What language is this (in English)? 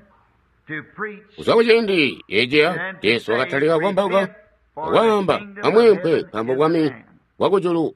Tonga (Zambia)